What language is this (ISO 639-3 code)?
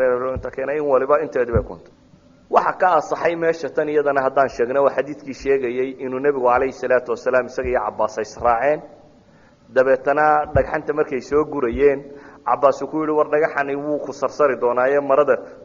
som